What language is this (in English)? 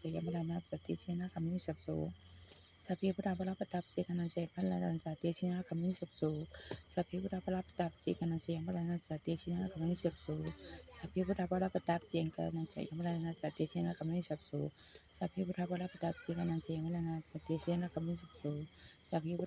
Pali